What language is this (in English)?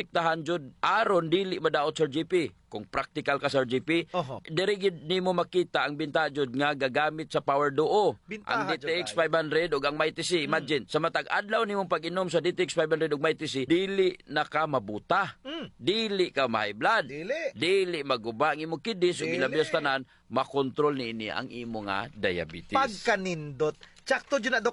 Cebuano